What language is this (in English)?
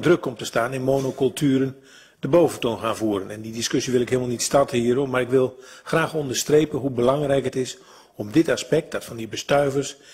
Dutch